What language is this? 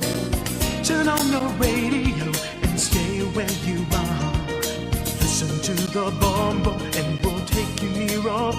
Waray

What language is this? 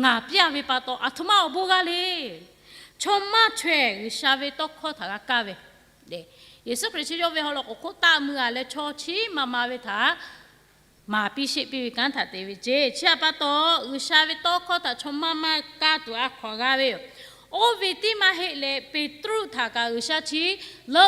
Lahu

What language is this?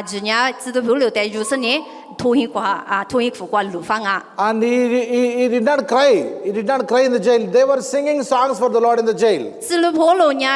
Lisu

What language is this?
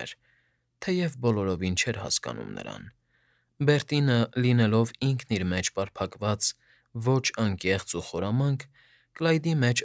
Armenian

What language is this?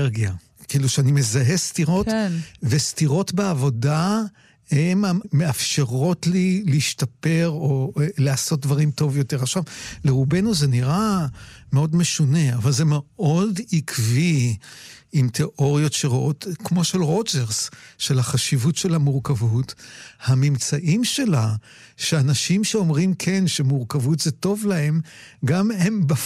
Hebrew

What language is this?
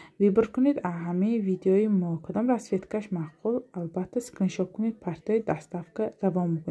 Tajik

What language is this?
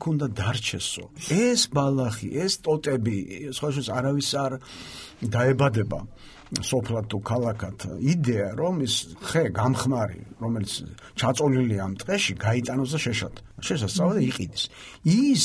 Georgian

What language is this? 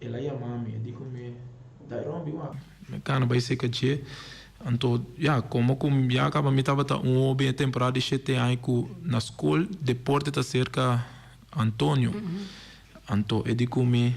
Papiamento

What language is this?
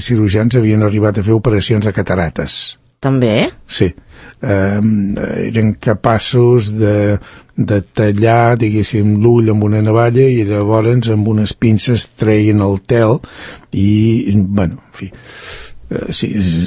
Catalan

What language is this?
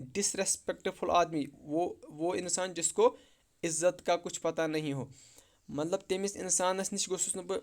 Kashmiri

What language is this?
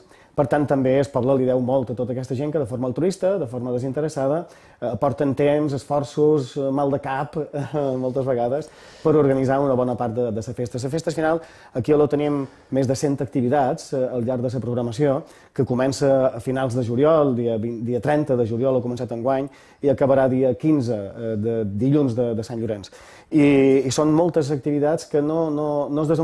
Catalan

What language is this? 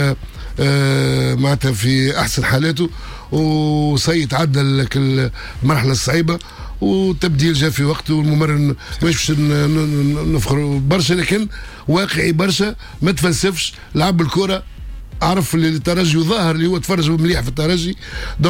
Tunisian Arabic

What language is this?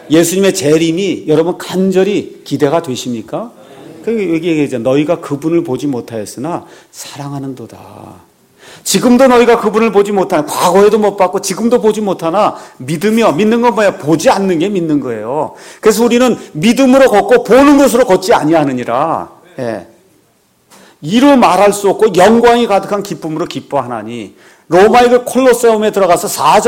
Korean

